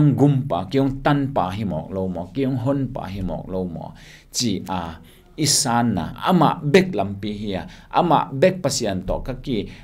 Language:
Tedim Chin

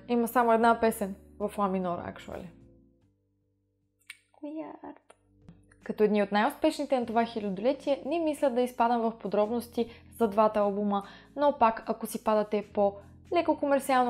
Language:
Bulgarian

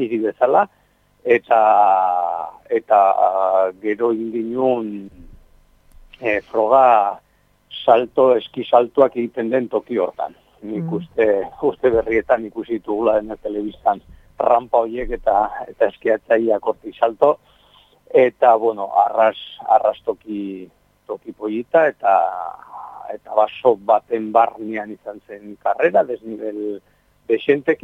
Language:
Basque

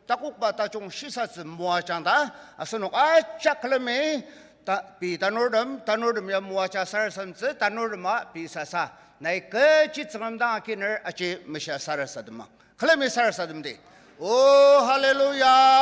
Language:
Ao Naga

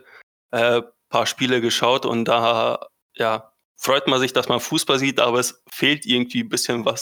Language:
German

